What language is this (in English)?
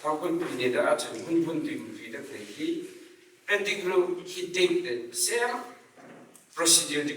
Tangkhul Naga (India)